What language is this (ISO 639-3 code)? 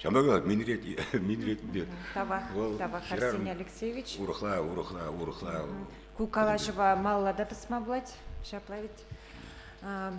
chv